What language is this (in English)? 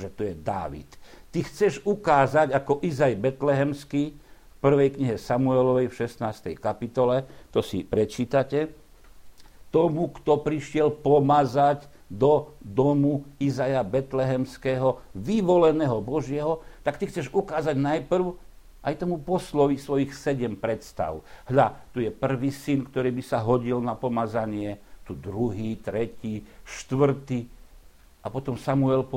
Slovak